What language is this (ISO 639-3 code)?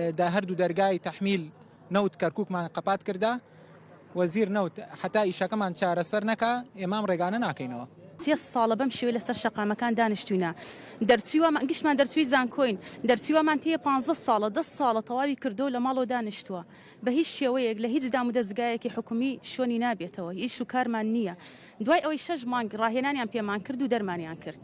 ckb